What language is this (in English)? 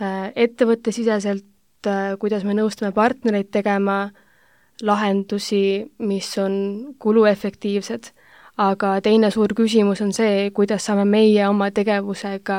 Estonian